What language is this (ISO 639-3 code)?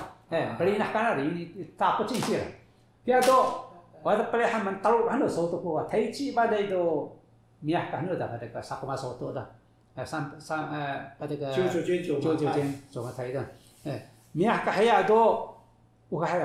trv